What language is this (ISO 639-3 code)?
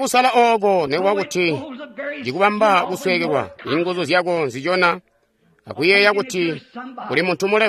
toi